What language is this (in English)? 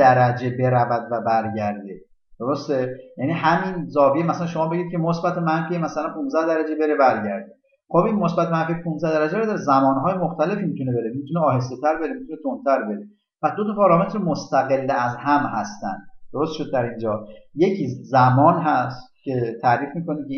Persian